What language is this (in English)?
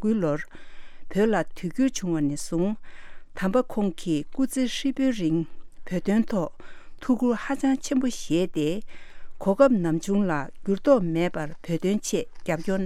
Tibetan